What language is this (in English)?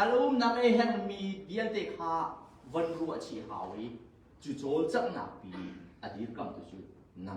Hakha Chin